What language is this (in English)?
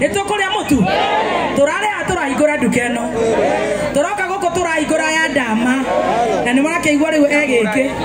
Kikuyu